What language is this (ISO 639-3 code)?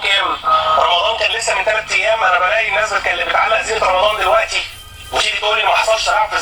arz